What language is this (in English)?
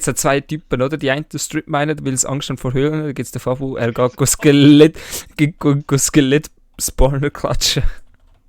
Swiss German